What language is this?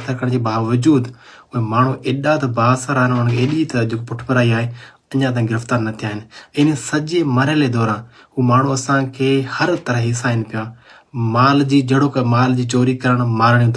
Sindhi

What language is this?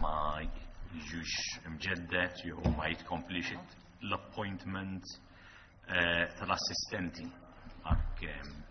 Maltese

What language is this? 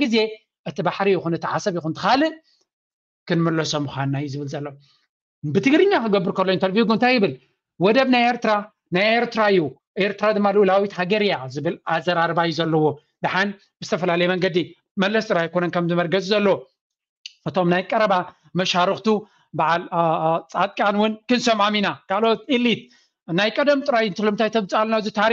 Tigrinya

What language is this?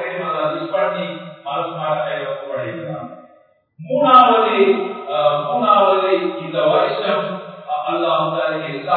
Tamil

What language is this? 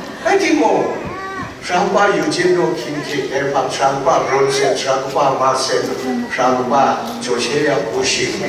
Kachin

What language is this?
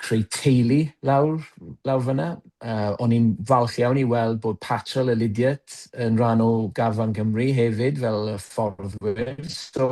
Welsh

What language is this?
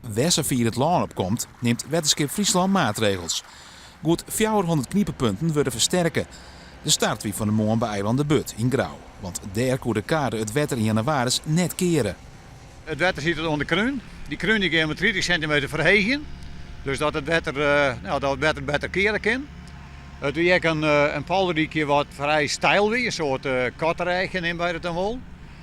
Western Frisian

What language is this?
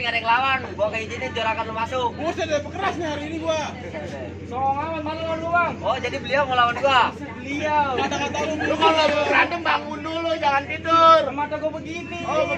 Betawi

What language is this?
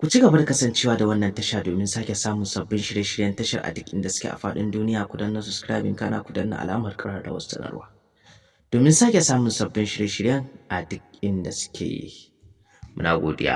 Hausa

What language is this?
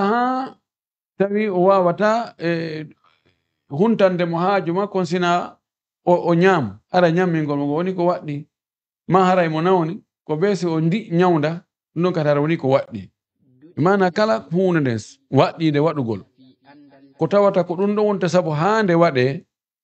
Fula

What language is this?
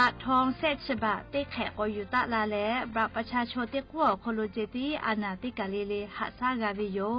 Lahu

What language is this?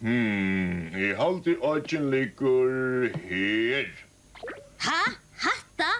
Faroese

